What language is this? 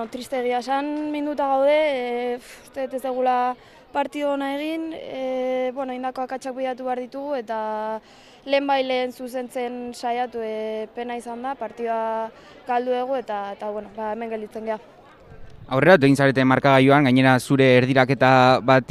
Basque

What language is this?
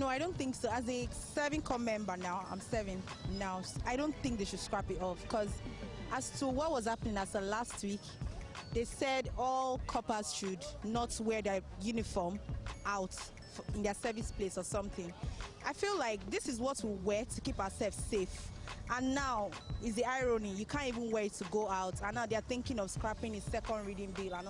Nigerian Pidgin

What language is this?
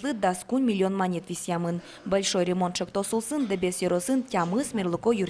Udmurt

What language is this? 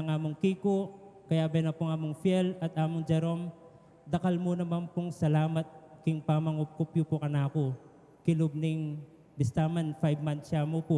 Pampanga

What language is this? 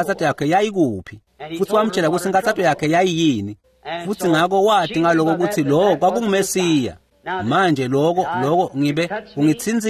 Swati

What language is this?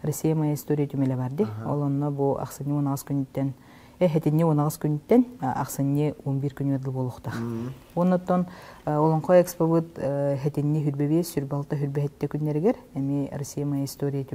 Yakut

